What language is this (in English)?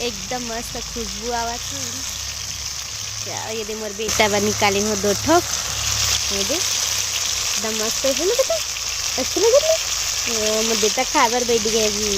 Chhattisgarhi